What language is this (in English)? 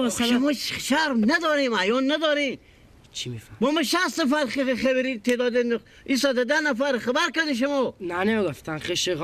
Persian